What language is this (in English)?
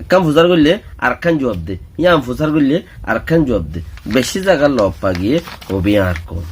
Rohingya